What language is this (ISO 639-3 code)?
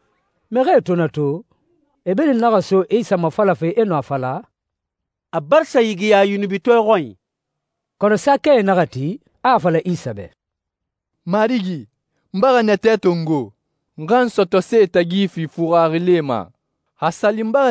sus